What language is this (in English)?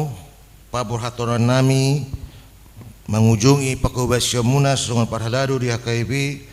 Batak Toba